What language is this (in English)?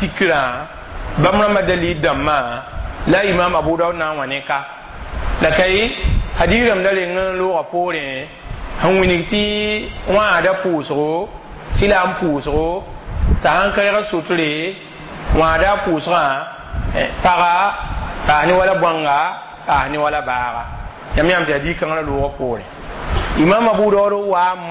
Mossi